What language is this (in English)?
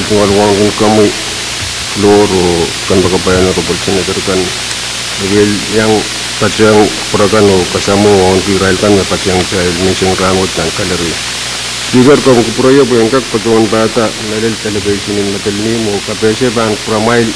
Pohnpeian